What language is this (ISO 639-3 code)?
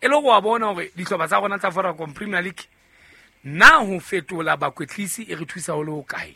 sot